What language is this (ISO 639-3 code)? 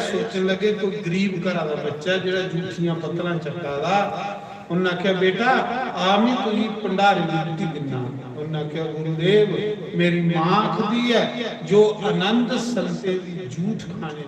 doi